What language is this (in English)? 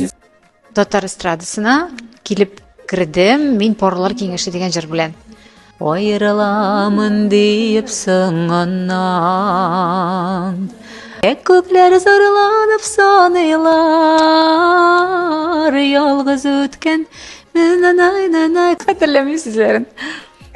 Tatar